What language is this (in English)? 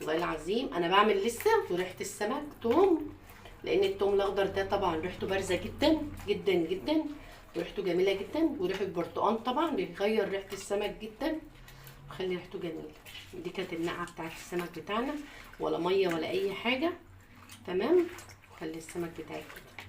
Egyptian Arabic